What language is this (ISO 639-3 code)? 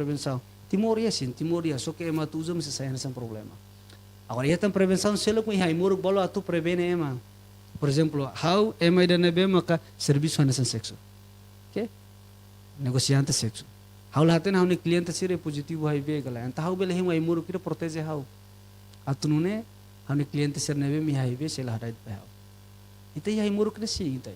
tet